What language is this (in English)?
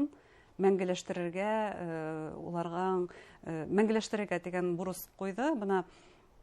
Bashkir